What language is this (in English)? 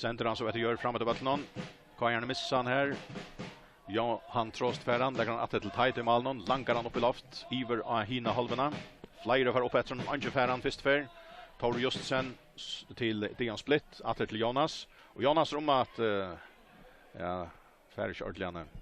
Faroese